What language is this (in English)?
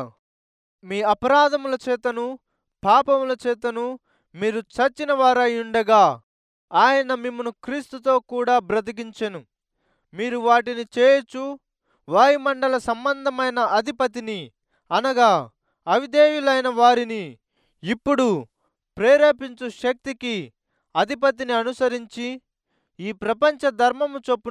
Telugu